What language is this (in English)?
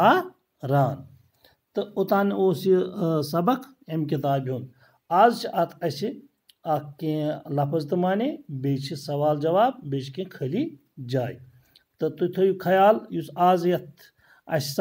Kashmiri